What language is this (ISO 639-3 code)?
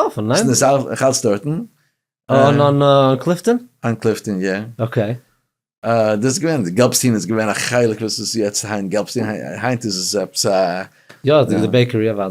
yid